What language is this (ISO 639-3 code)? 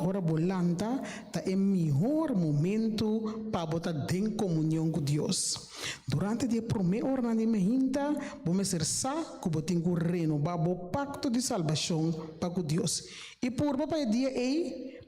pap